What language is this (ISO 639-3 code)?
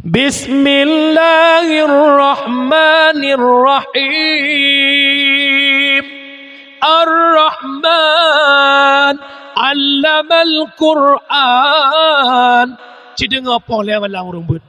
ace